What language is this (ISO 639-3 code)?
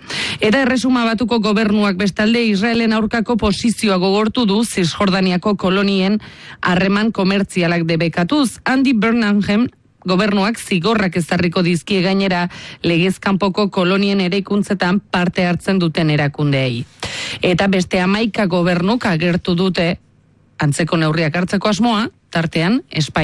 eus